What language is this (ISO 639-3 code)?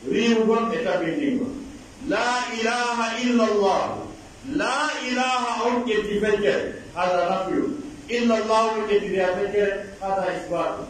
fuf